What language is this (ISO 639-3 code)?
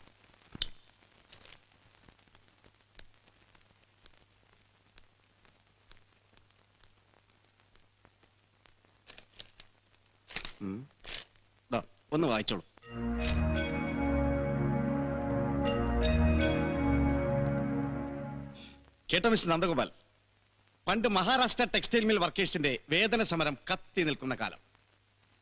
mal